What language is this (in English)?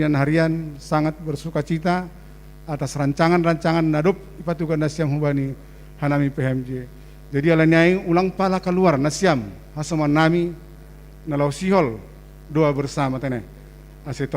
Batak Simalungun